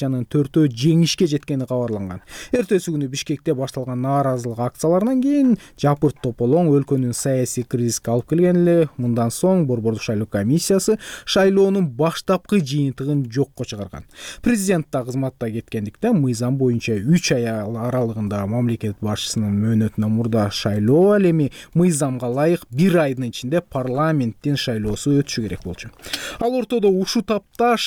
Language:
Kyrgyz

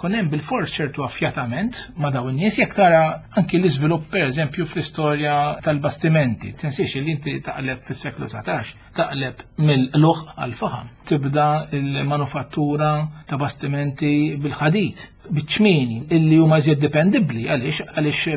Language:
Maltese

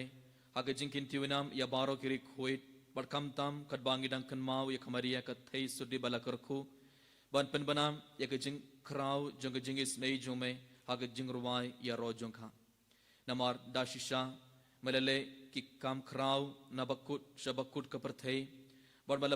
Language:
Khasi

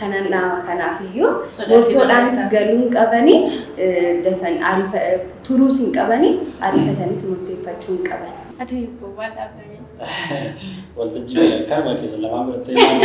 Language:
Oromo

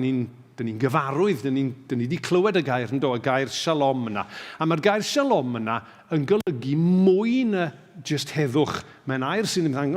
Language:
Welsh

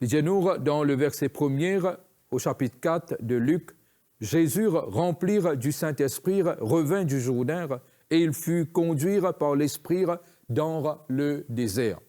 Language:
Morisyen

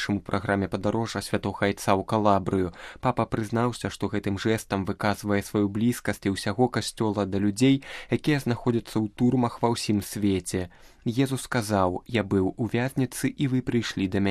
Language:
Belarusian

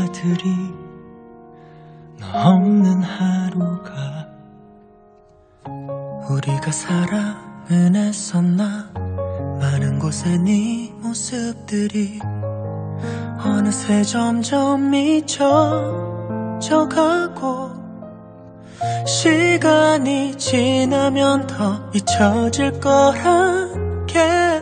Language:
Korean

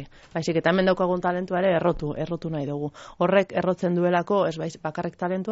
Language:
Basque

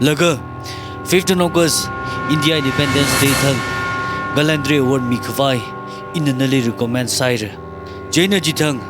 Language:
Tangkhul Naga (India)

